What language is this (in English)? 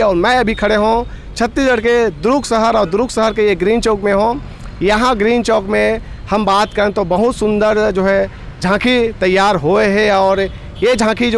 Chhattisgarhi